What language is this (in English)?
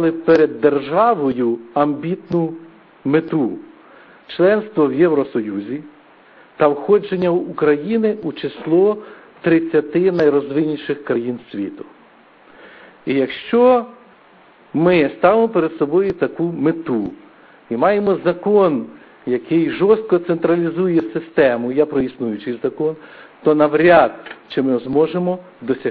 Ukrainian